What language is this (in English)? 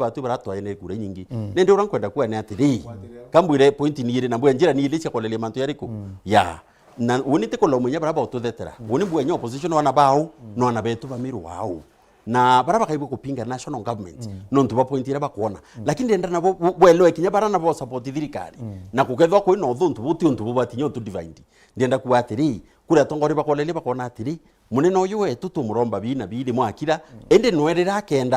Meru